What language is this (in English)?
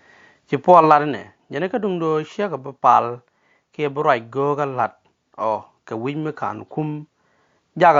Nuer